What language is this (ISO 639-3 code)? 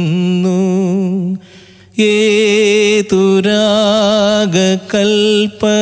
mal